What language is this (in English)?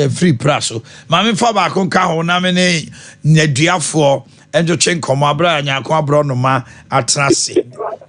Akan